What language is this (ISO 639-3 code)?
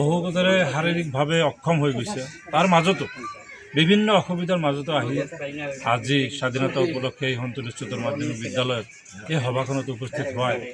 asm